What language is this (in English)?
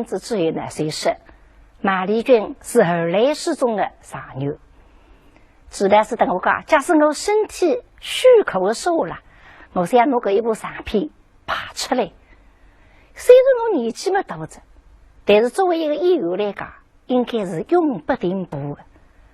Wu Chinese